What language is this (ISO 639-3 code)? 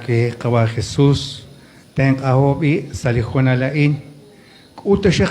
kek